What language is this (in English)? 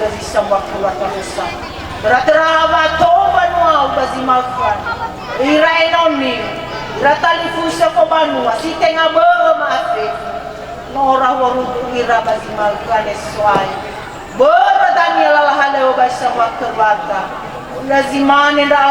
Nias